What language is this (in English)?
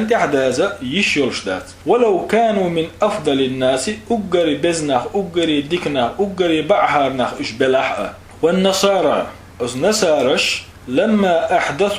Chechen